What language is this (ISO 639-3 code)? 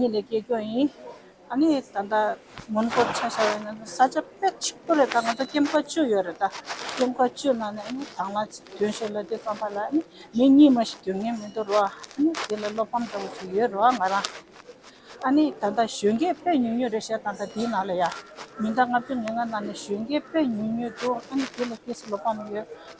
bod